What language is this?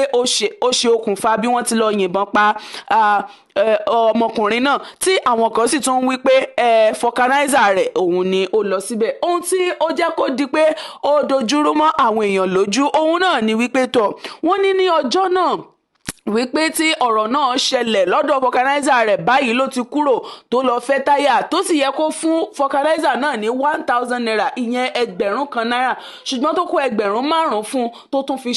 Yoruba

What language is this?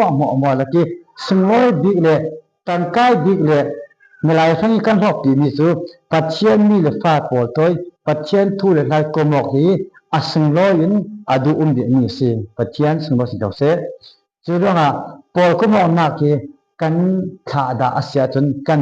Falam Chin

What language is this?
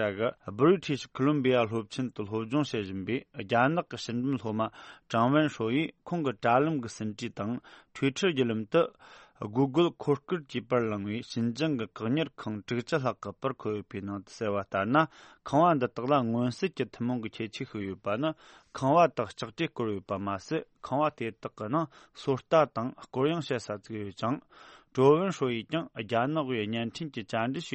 Tibetan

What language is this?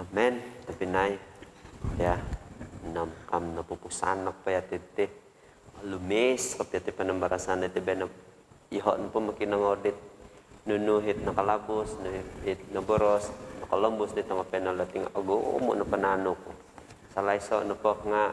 Central Dusun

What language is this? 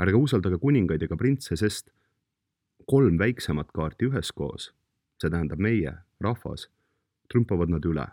Estonian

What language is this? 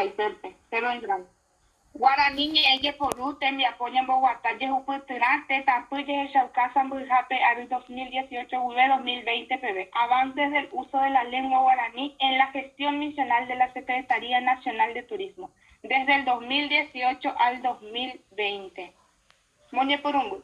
Guarani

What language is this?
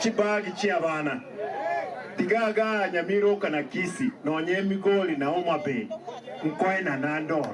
Gusii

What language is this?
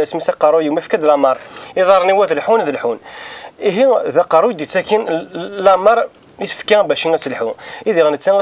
Kabyle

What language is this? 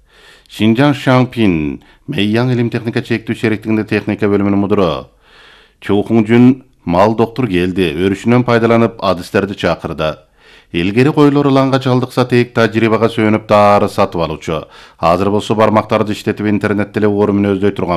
Kyrgyz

